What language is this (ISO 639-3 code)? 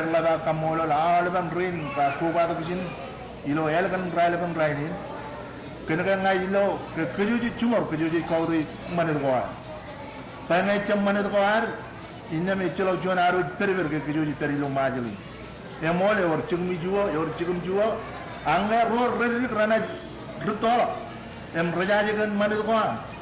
mah